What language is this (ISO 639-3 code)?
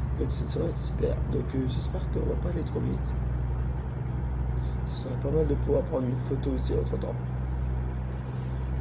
fra